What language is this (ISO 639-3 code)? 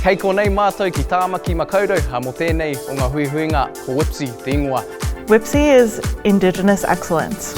mri